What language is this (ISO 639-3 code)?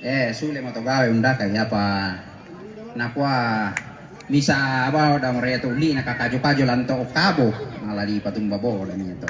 sda